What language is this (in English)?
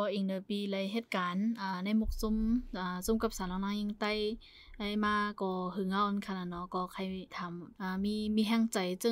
Shan